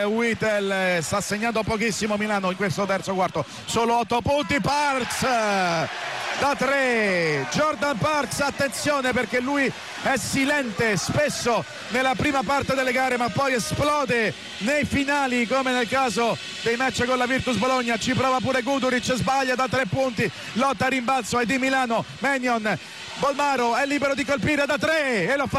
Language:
Italian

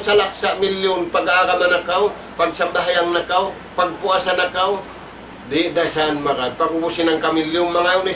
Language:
Tausug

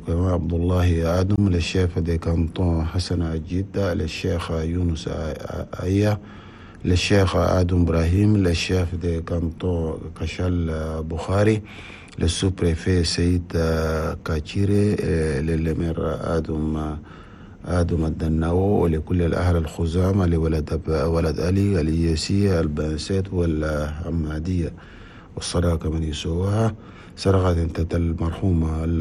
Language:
Chadian Arabic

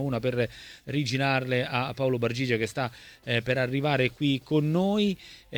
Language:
Italian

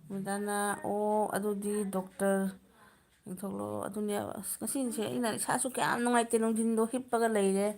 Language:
Manipuri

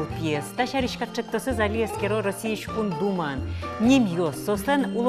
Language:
Udmurt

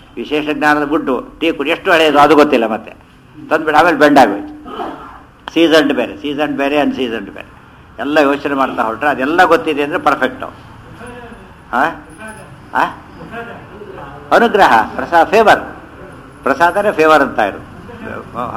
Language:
Kannada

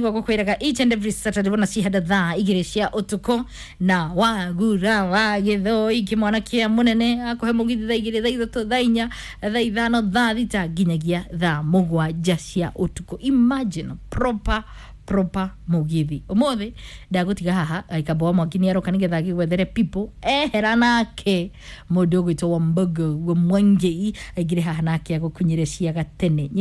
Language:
Kikuyu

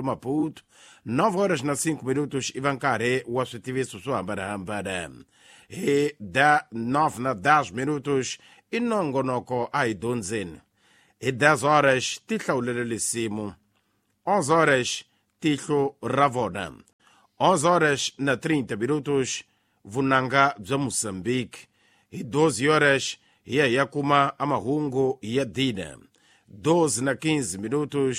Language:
Tsonga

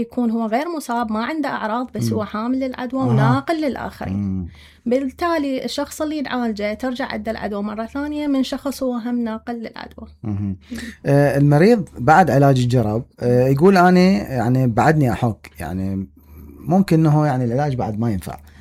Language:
Mesopotamian Arabic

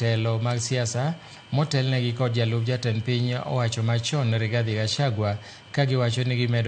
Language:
Luo (Kenya and Tanzania)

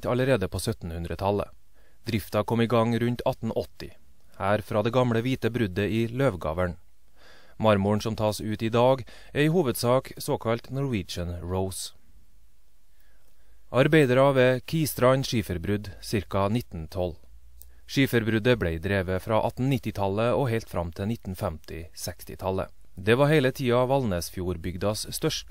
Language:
Norwegian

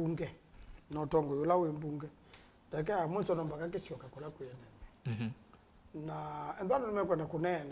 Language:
Kamba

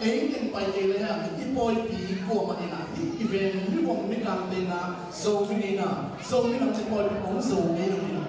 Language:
Tedim Chin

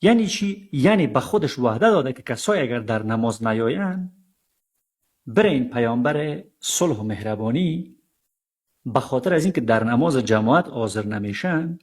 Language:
Persian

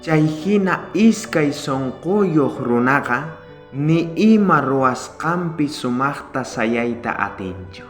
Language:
South Bolivian Quechua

